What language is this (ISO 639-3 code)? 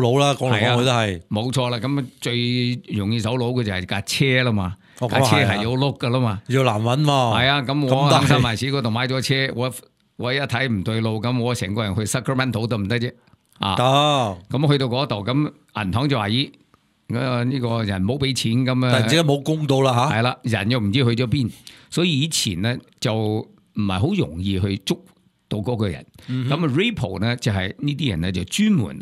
yue